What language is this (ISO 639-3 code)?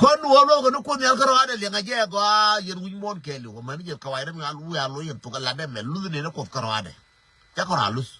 nus